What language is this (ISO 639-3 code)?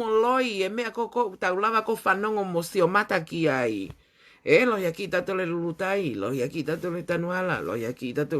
ton